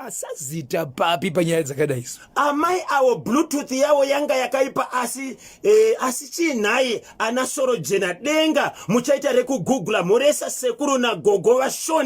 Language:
Shona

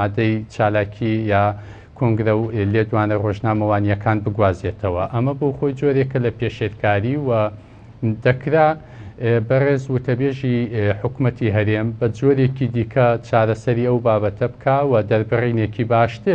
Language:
Central Kurdish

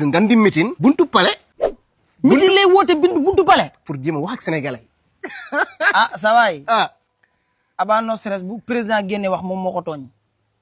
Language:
Wolof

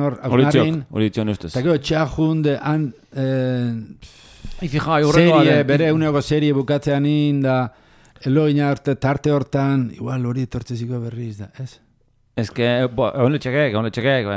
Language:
Basque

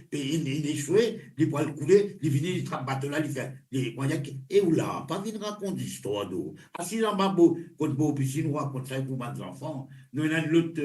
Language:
Morisyen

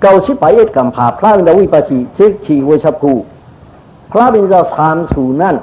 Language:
Shan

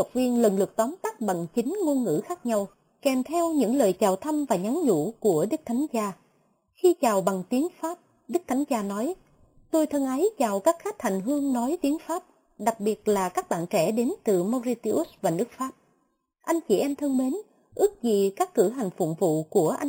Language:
Vietnamese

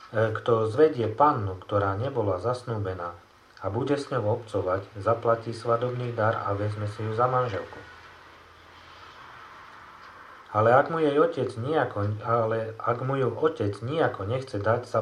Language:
Slovak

